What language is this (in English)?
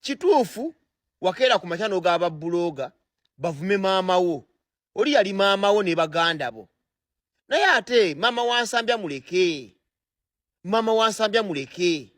Ganda